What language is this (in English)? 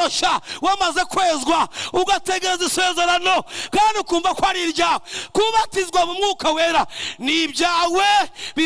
Kinyarwanda